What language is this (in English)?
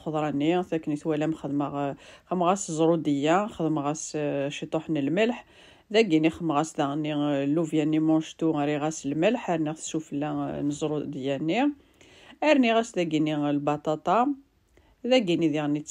Kabyle